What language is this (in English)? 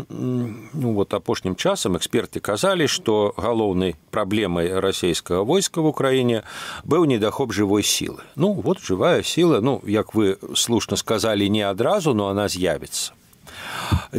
Belarusian